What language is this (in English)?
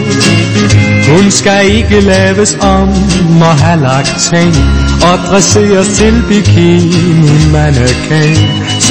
Danish